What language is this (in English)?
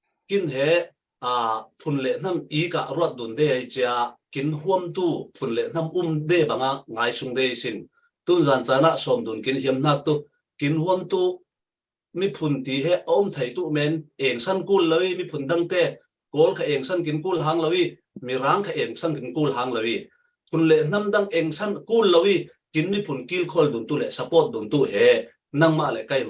Falam Chin